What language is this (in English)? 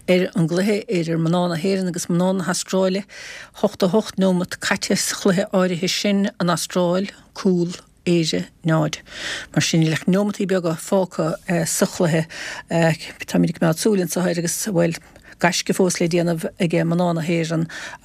Irish